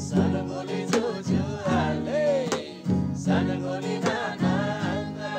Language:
Eastern Tamang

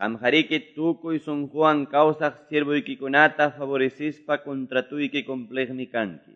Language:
Quechua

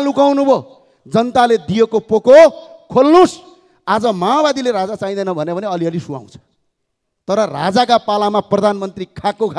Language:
Nepali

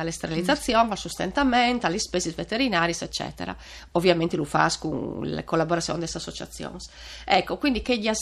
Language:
Friulian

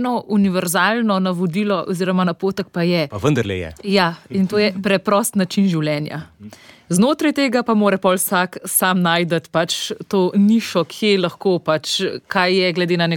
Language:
Slovenian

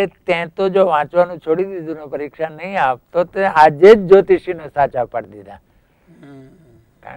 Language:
Gujarati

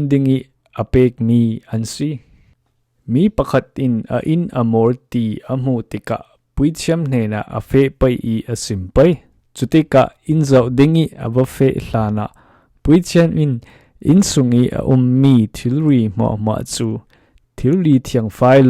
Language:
Falam Chin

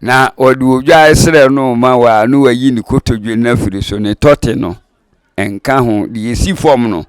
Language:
Akan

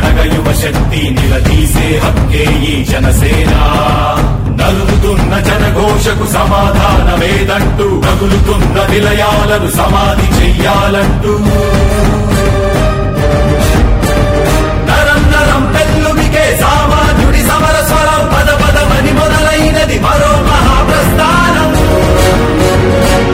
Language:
Telugu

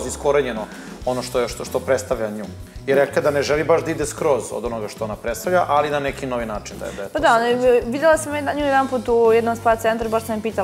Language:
Serbian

